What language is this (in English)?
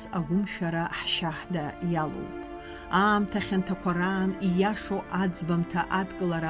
Abkhazian